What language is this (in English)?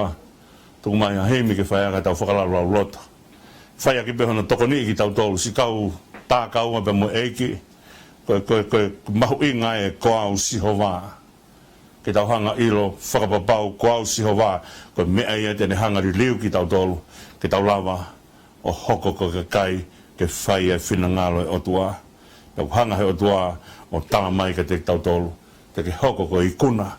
Tongan